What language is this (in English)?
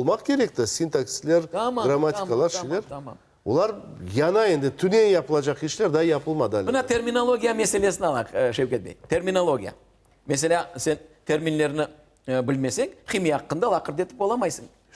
Crimean Tatar